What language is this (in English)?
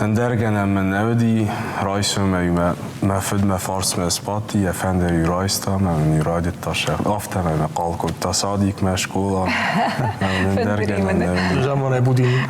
Ossetic